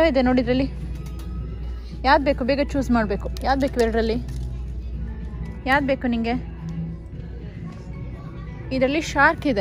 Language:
Kannada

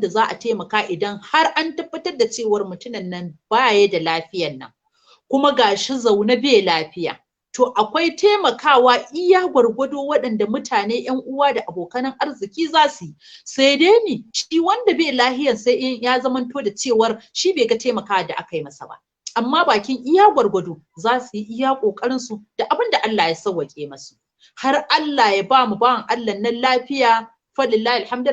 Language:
Hausa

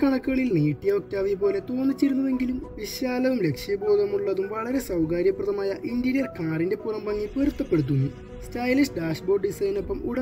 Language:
Malayalam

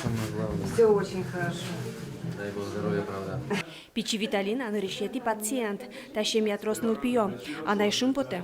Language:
Udmurt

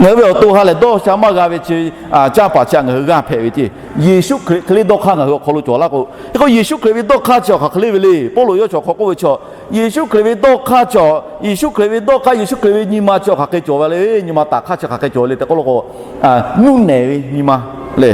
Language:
Lahu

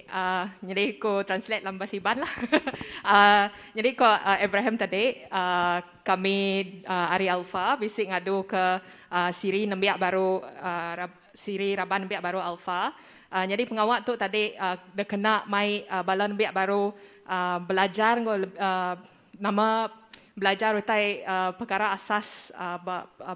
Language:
Iban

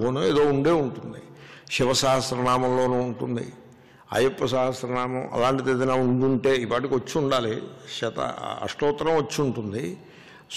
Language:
Telugu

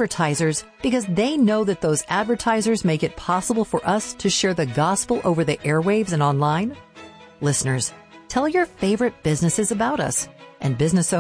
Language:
English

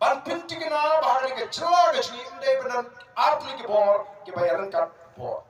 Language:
Khasi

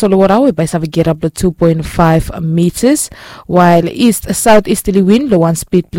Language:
Bislama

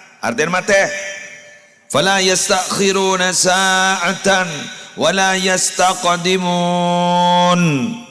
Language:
Madurese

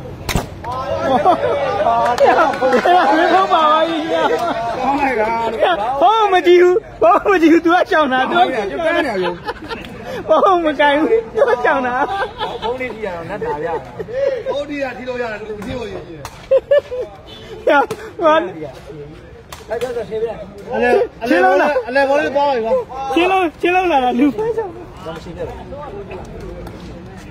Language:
Burmese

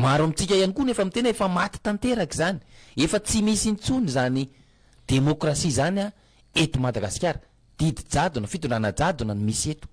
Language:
Malagasy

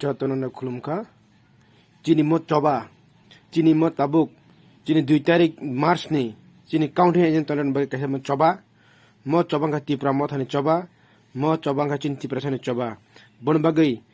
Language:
Kok Borok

